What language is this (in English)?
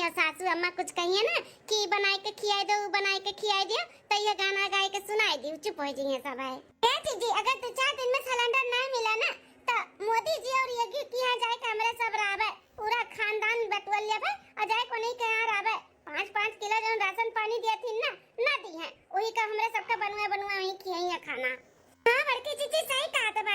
Awadhi